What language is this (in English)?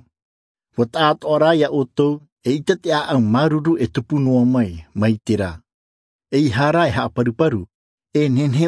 Tahitian